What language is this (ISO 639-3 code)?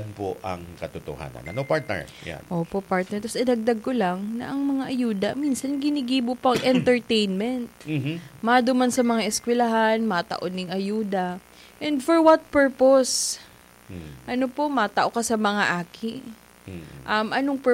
bik